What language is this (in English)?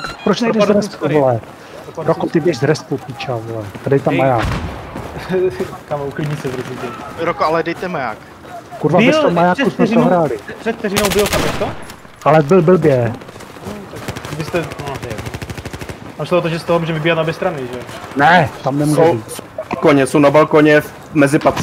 Czech